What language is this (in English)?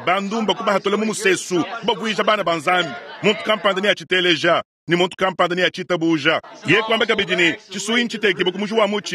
Luba-Lulua